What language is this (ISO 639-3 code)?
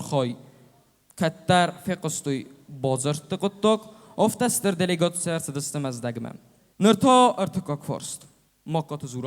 oss